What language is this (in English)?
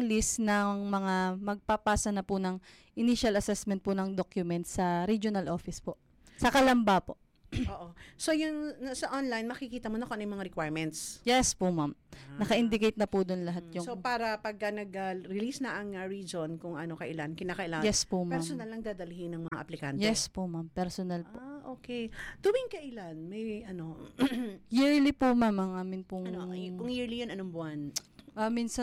Filipino